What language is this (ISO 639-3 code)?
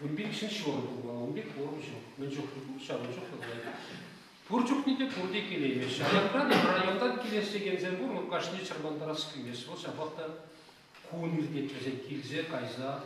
chv